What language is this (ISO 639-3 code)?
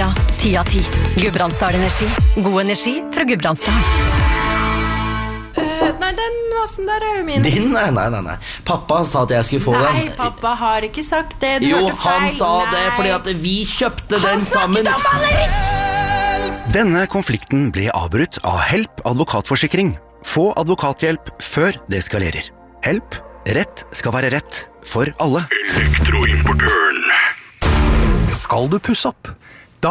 nor